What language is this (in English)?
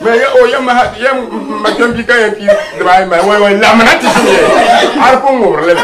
Dagbani